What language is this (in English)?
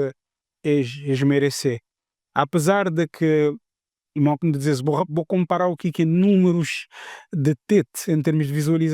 Kabuverdianu